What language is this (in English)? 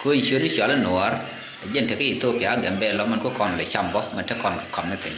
Nuer